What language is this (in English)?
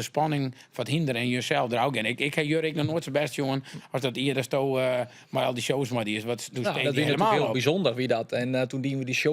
Western Frisian